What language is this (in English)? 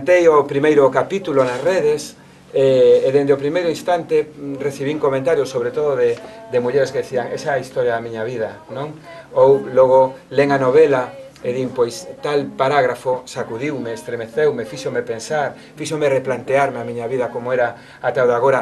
Galician